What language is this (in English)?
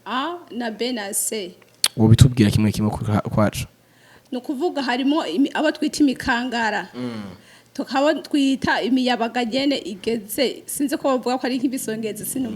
Rundi